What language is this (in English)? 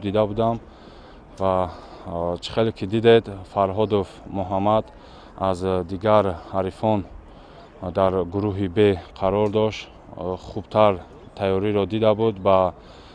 Tajik